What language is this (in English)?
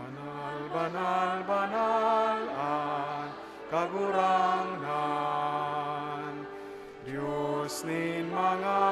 Bikol